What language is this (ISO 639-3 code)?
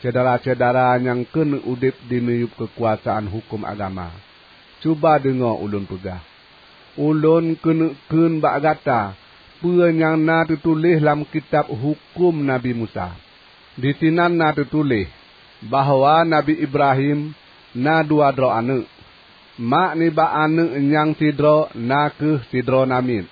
ace